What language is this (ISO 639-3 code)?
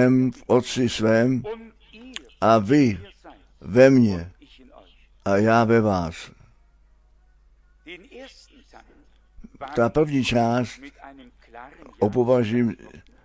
ces